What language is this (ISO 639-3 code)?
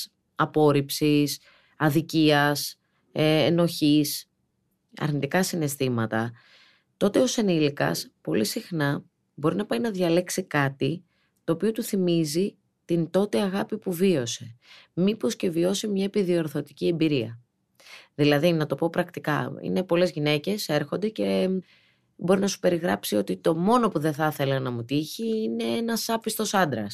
ell